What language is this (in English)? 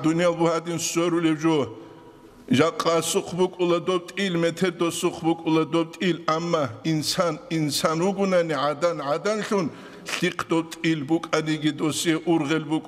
Avaric